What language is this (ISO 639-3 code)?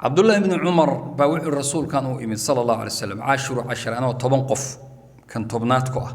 som